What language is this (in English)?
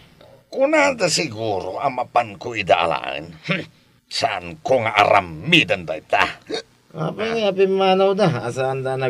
Iloko